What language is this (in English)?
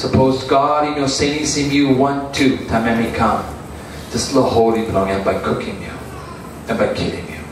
Tok Pisin